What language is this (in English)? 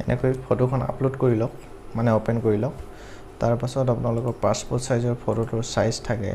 Assamese